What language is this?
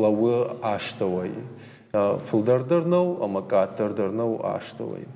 Ossetic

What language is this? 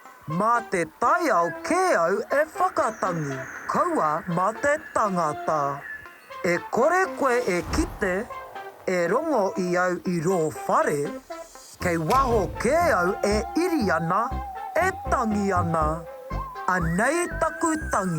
Māori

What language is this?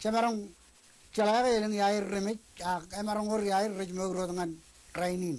Marshallese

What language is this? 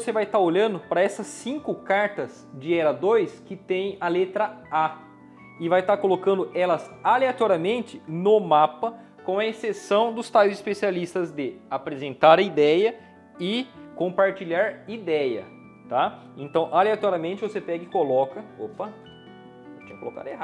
Portuguese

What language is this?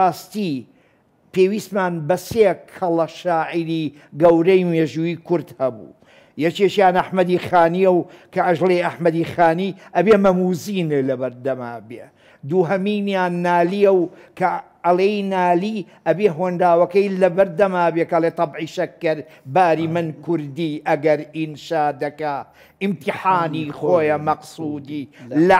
Central Kurdish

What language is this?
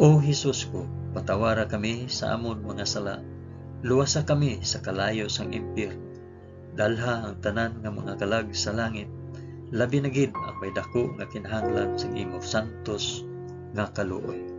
Hiligaynon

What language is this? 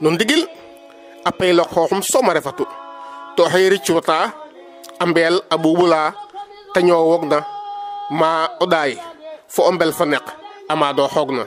Serer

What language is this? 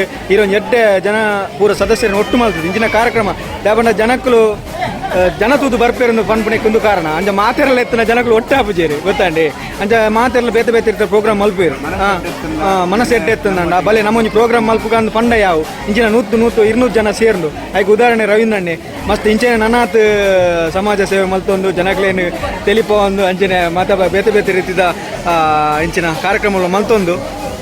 Tulu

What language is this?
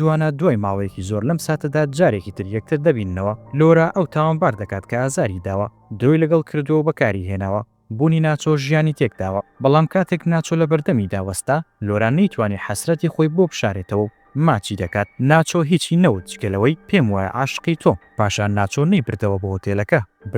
Central Kurdish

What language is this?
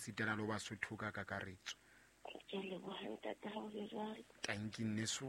Southern Sotho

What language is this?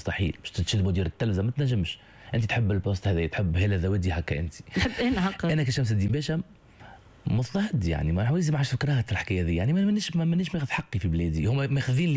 Tunisian Arabic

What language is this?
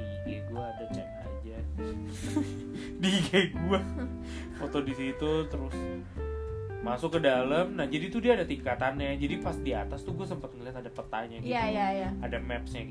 Indonesian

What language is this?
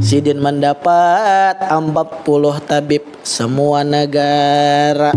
Banjar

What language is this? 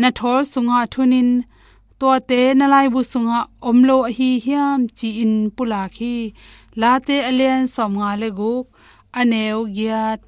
Tedim Chin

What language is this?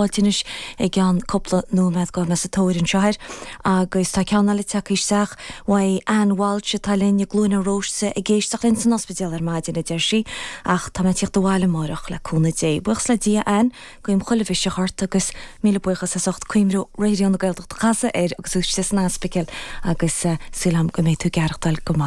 Irish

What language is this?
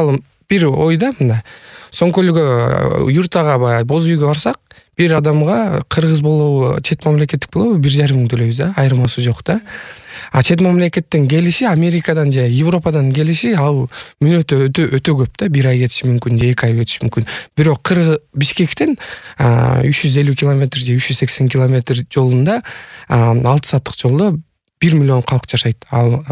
Kyrgyz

